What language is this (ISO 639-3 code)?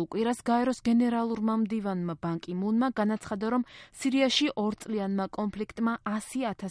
kat